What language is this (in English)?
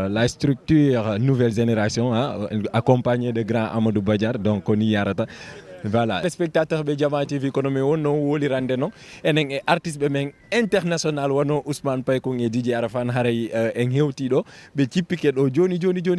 Fula